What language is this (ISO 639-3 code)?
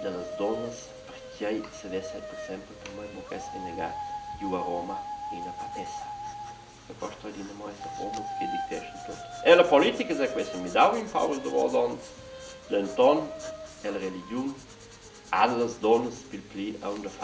roh